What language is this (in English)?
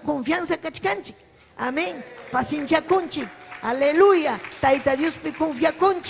Ayacucho Quechua